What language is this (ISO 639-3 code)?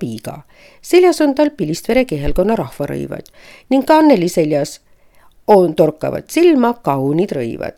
est